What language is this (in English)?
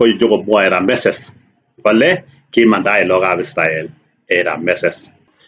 Kalenjin